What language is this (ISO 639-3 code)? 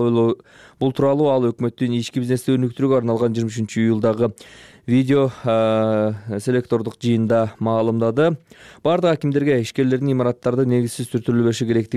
kir